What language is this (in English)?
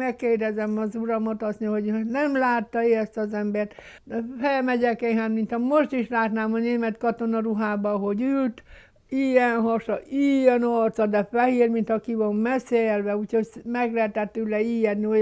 Hungarian